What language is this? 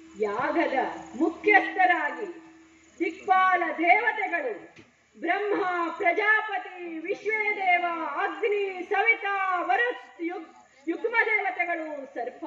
Kannada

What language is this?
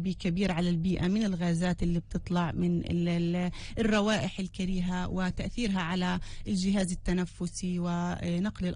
North Levantine Arabic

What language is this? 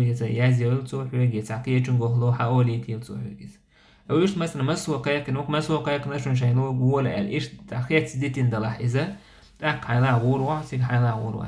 Chechen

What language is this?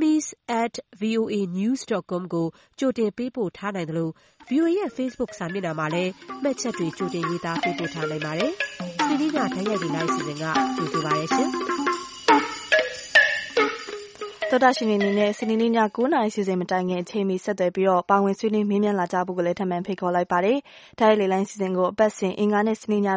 Burmese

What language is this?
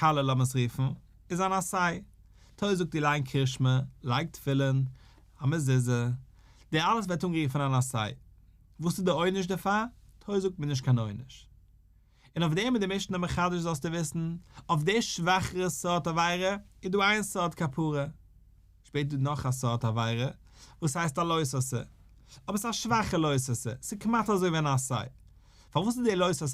Yiddish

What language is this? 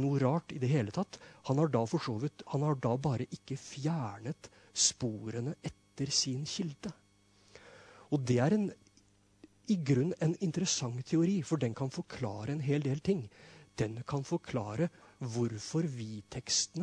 Norwegian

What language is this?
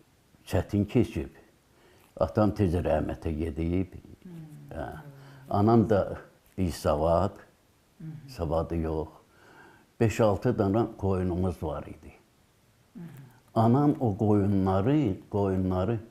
Azerbaijani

